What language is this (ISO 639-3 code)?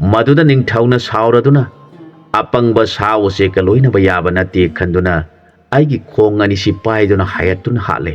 mni